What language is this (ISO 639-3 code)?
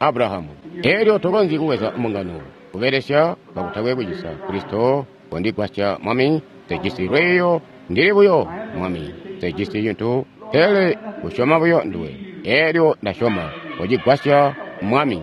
toi